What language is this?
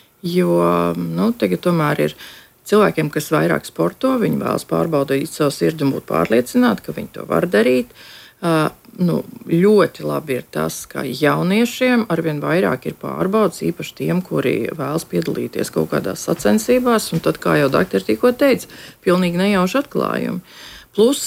Latvian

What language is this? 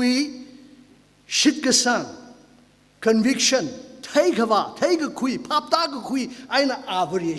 Tangkhul Naga (India)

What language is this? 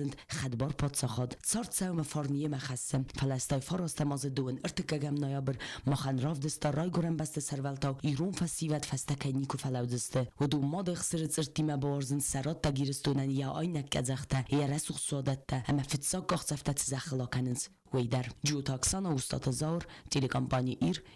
Ossetic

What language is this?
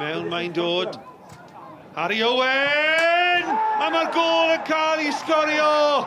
Welsh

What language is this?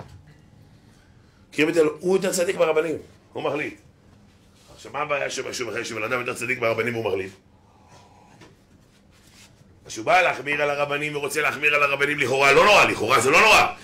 Hebrew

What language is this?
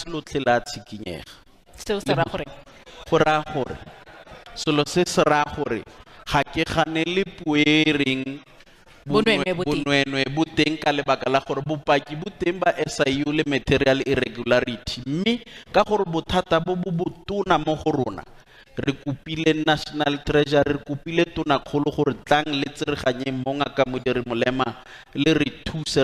Tswana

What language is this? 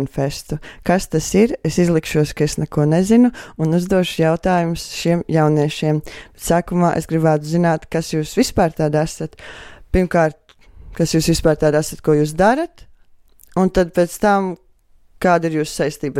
Latvian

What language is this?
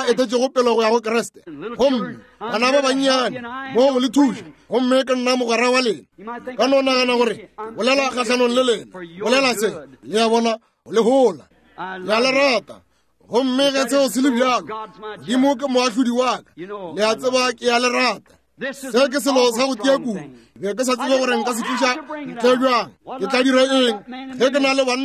Northern Sotho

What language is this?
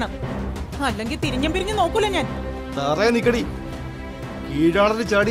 Malayalam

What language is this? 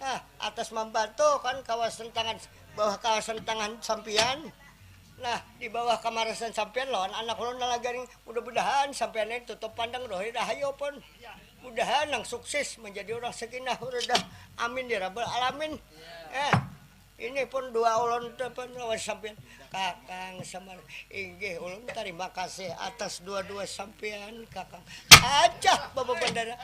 Banjar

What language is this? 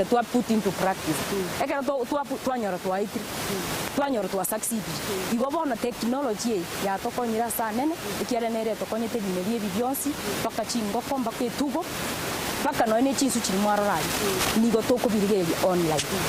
Gusii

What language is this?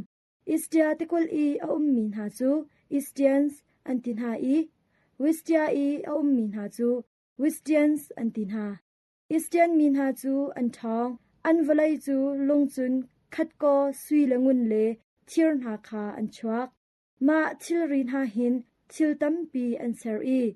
Hakha Chin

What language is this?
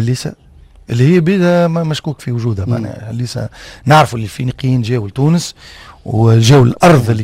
Tunisian Arabic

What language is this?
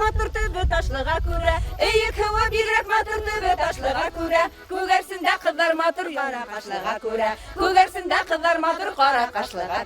Bashkir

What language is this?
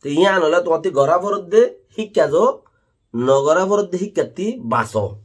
Rohingya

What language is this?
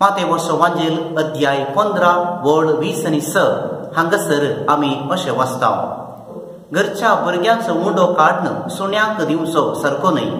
Konkani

